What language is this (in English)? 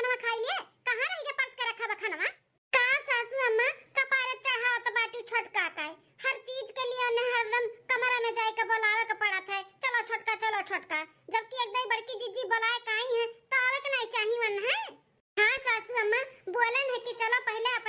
Awadhi